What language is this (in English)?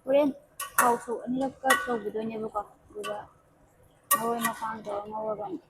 Manipuri